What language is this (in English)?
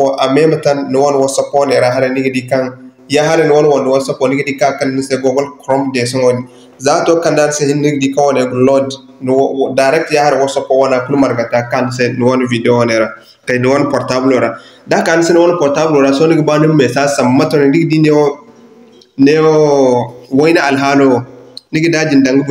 Zarma